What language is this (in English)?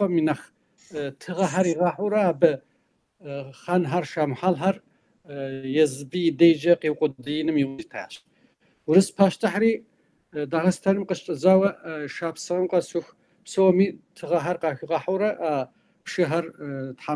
Kabardian